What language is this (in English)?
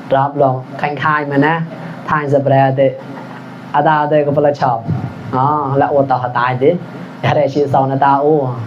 Mon